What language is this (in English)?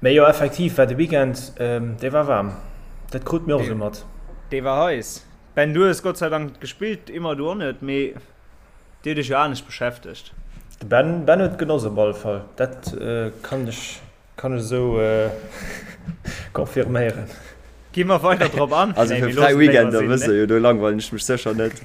Luxembourgish